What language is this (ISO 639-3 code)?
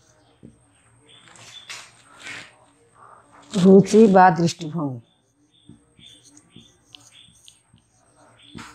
ben